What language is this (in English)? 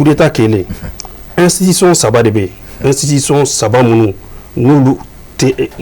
Bambara